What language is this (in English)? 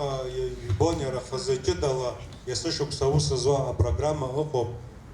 Abkhazian